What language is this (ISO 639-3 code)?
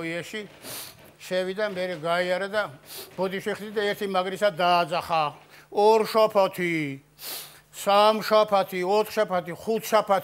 kat